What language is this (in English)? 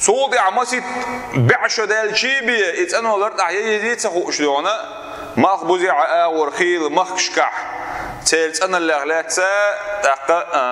Chechen